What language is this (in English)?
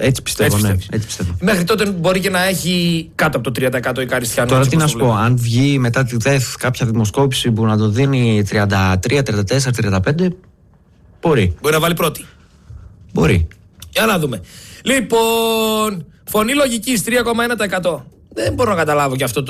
Greek